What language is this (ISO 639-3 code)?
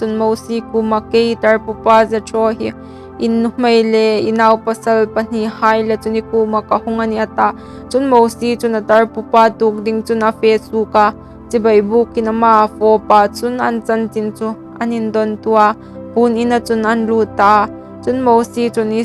hmr